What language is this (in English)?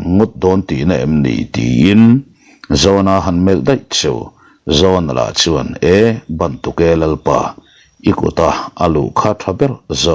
Mizo